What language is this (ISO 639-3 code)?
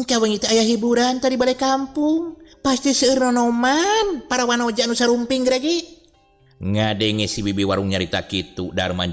sun